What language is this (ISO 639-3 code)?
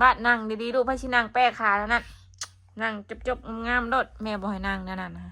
tts